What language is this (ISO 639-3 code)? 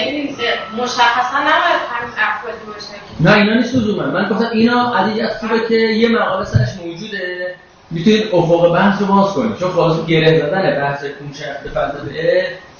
fas